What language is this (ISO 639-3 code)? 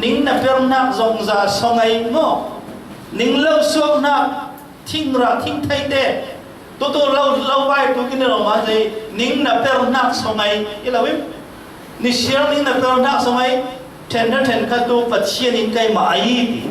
cfm